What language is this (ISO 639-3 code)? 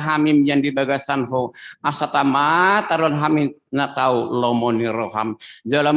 bbc